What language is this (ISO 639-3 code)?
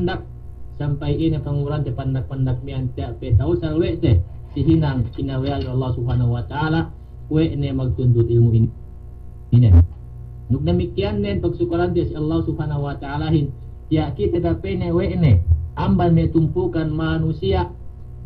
yka